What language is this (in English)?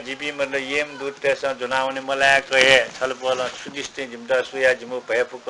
Newari